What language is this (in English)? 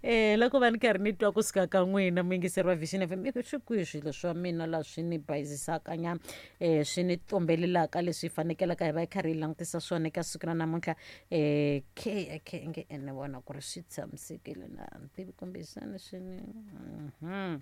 Tsonga